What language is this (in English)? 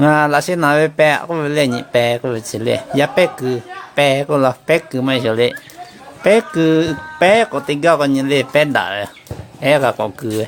Lahu